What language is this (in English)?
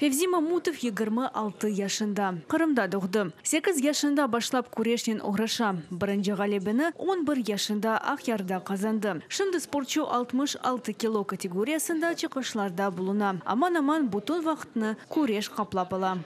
Crimean Tatar